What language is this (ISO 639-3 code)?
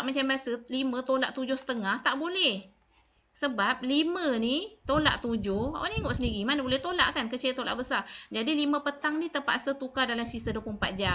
msa